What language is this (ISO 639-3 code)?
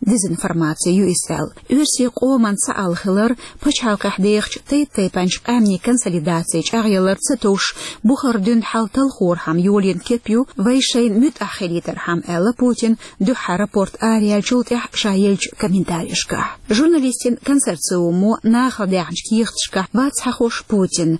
che